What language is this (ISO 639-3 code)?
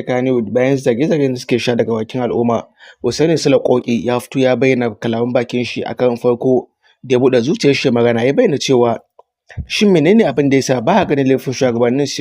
hau